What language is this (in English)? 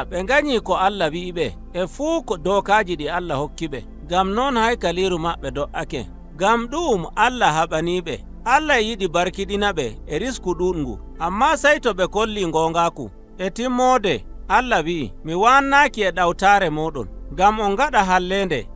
Nigerian Fulfulde